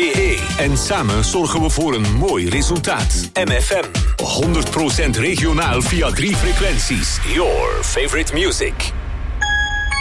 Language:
Dutch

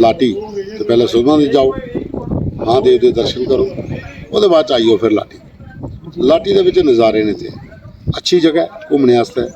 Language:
Dogri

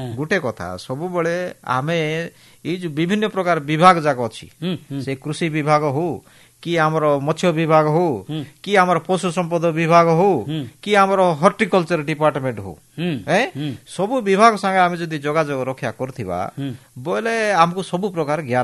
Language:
Odia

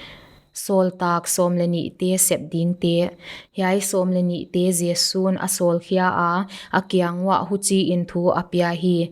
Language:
Paite Chin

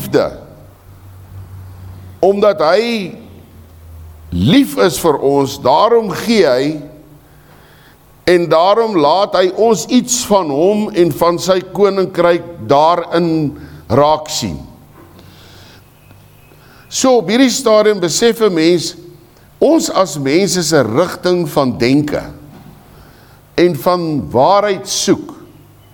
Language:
Afrikaans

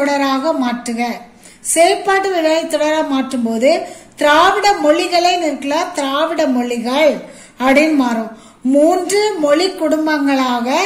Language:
Tamil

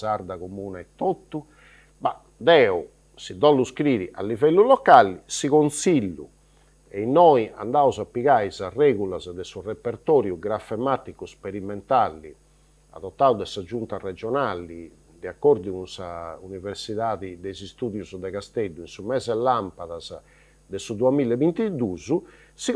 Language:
Sardinian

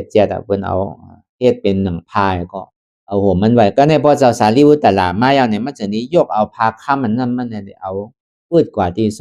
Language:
Shan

